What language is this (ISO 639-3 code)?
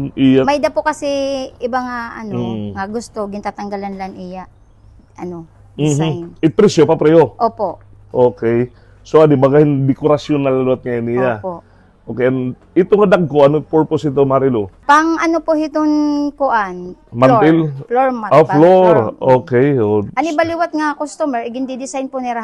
war